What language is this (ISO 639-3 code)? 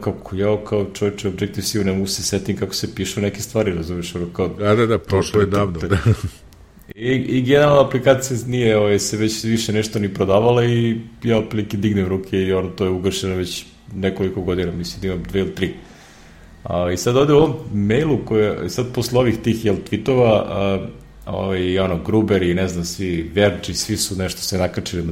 srp